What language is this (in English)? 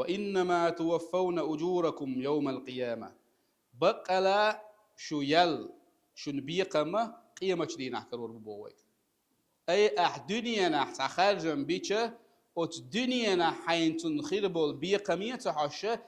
Chechen